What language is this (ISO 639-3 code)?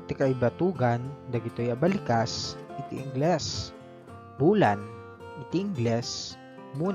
ilo